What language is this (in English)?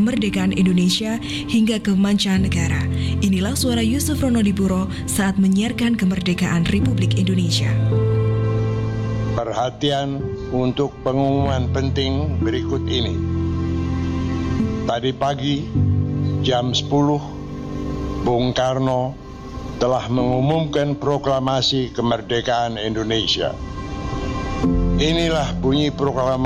Indonesian